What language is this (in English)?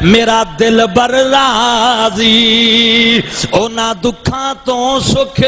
Saraiki